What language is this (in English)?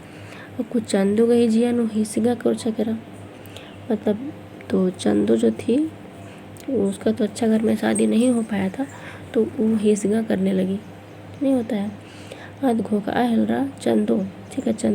Kurukh